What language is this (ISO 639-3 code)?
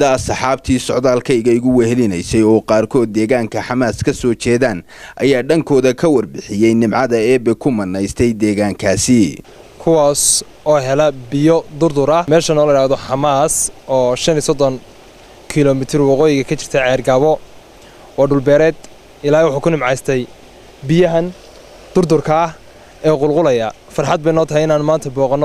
som